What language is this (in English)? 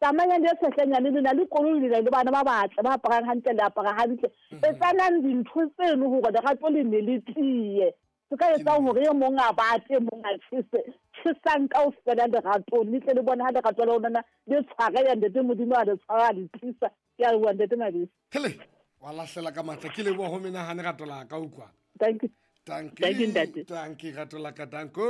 Southern Sotho